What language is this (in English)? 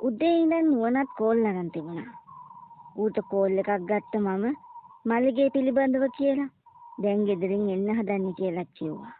Sinhala